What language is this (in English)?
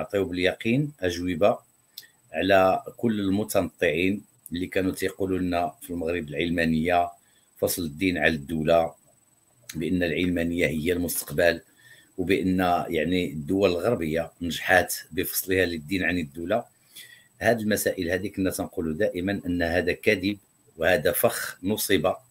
Moroccan Arabic